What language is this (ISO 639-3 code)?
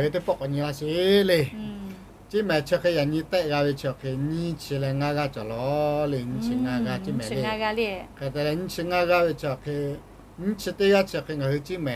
lhu